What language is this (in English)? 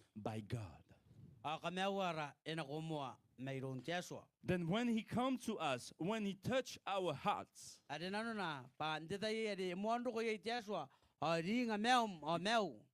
Gilbertese